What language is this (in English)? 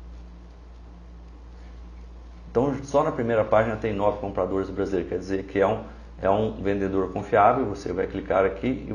Portuguese